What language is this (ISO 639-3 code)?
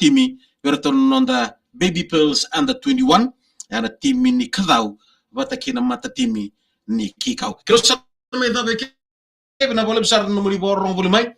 fij